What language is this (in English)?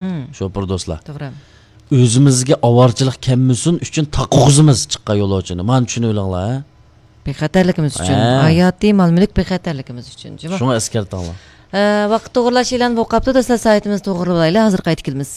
Uyghur